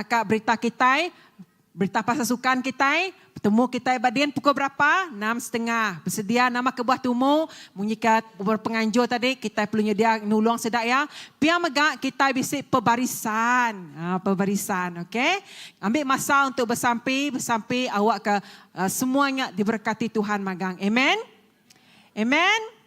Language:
Iban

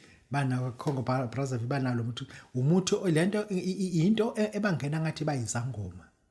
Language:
Zulu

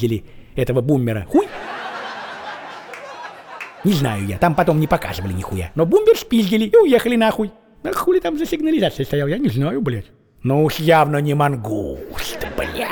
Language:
Russian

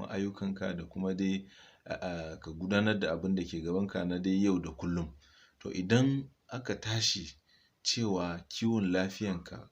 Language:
Hausa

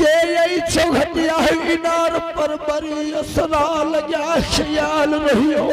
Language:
Angika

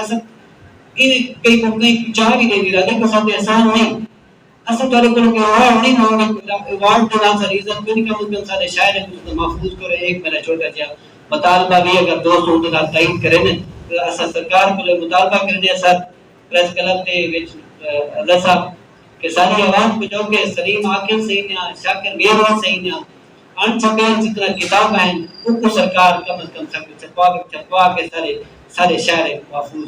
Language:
Saraiki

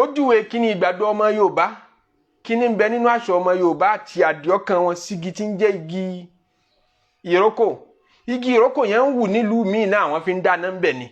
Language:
Yoruba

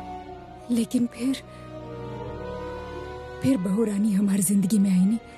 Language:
Bhojpuri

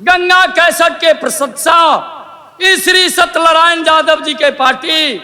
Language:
Maithili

